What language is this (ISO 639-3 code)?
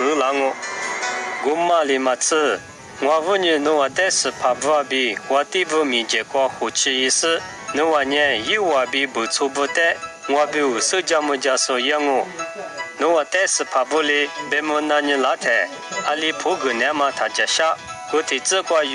lis